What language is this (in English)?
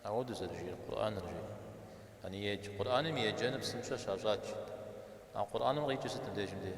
Kabardian